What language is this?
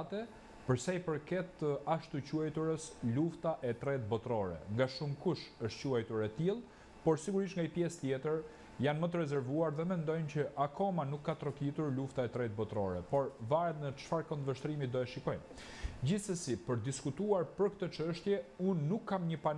Albanian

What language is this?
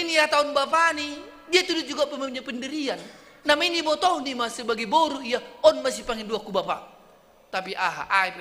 Batak Simalungun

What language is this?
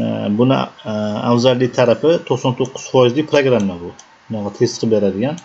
Uzbek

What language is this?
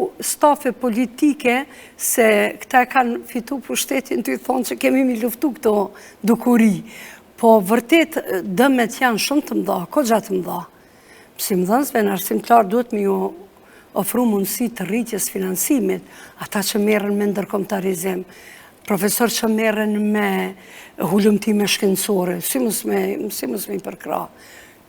Albanian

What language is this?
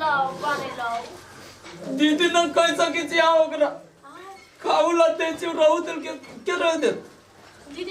Maithili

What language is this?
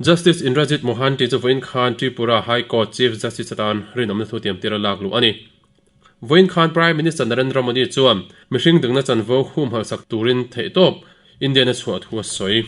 Mizo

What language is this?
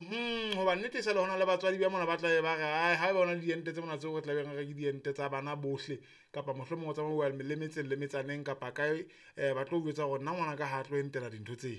Southern Sotho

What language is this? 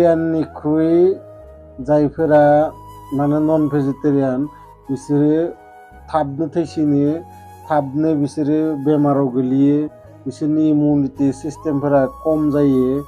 Bodo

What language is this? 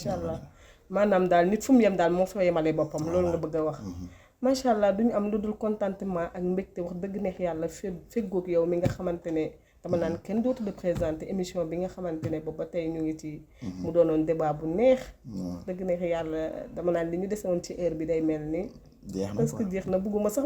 Wolof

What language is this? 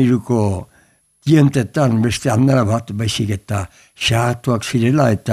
Basque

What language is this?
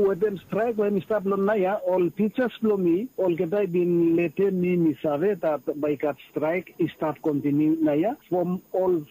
Bislama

